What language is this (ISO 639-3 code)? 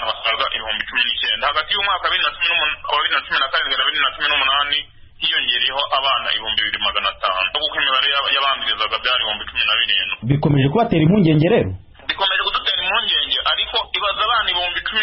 kin